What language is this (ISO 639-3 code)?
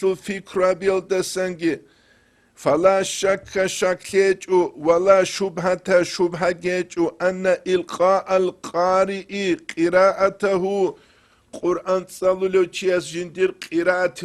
ava